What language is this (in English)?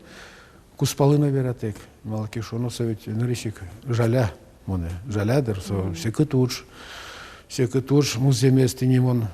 Udmurt